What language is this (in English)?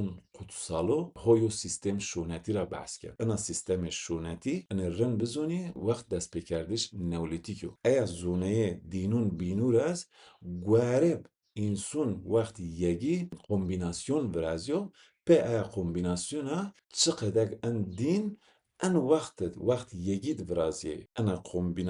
Zaza